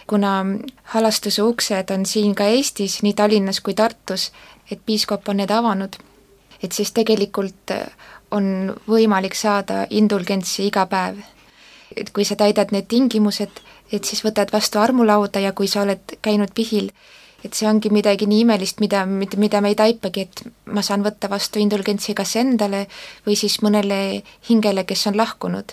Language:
Estonian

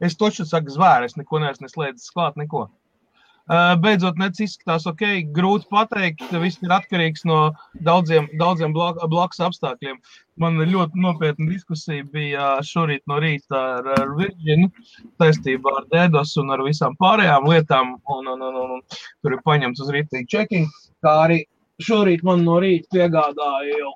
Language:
Latvian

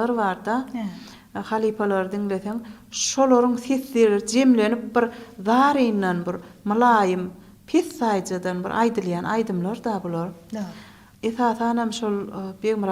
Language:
Turkmen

